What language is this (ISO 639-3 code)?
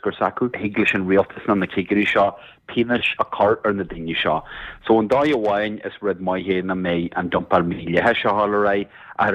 gle